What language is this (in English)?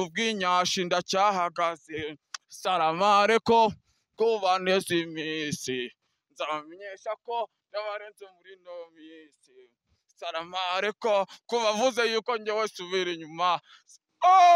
Kinyarwanda